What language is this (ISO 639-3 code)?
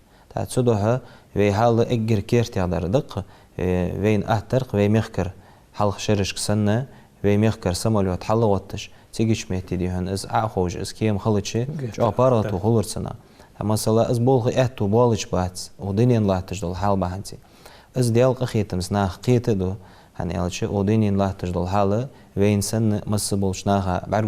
inh